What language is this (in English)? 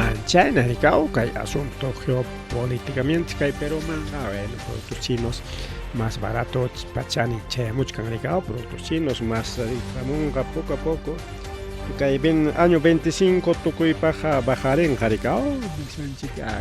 Ayacucho Quechua